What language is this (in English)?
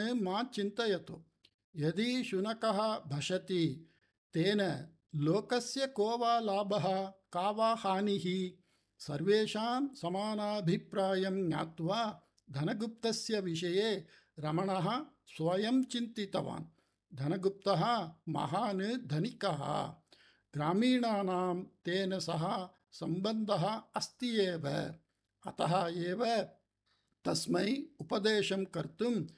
Sanskrit